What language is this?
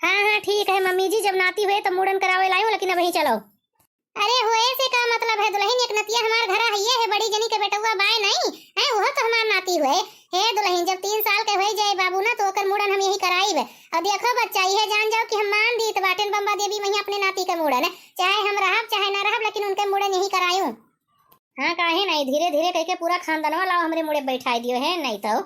Awadhi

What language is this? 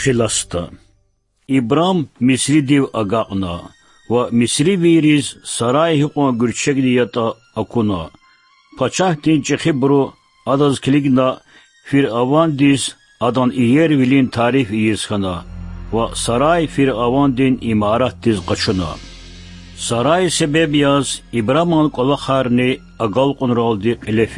Lezghian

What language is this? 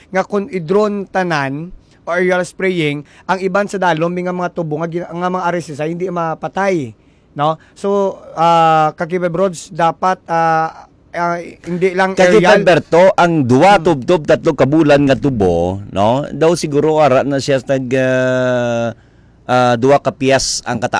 Hiligaynon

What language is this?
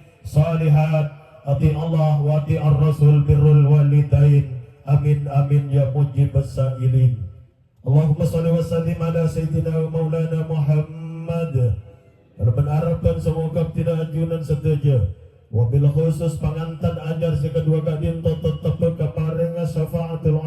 Madurese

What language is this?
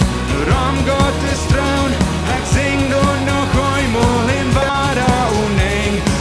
Plautdietsch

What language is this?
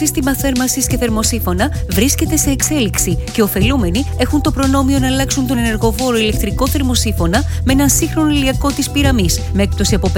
Greek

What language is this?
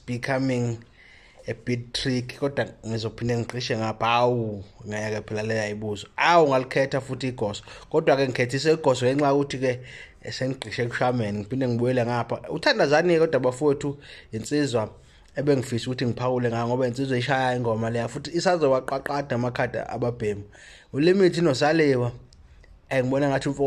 Zulu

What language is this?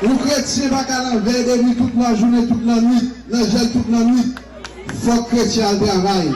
Haitian Creole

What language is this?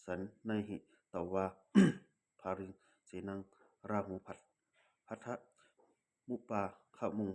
Pali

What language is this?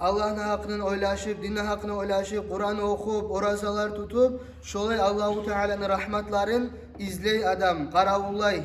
Kumyk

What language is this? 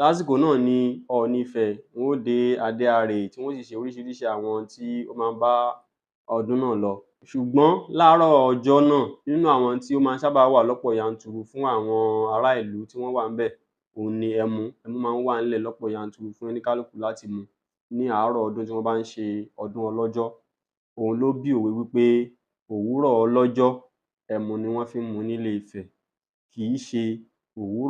Yoruba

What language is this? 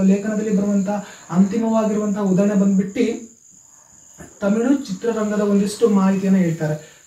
Kannada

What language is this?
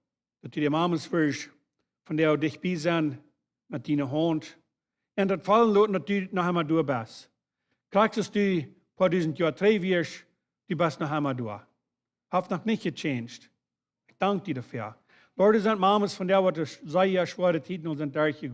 Plautdietsch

